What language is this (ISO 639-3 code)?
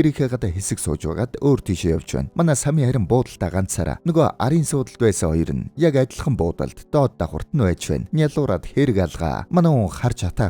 mon